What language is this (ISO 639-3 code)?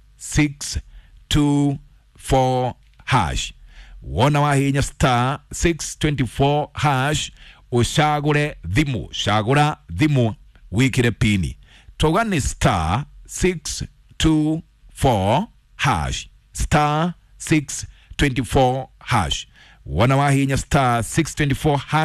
kik